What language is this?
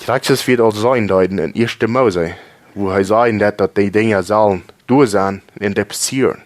Plautdietsch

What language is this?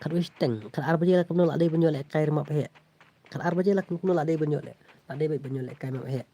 Khasi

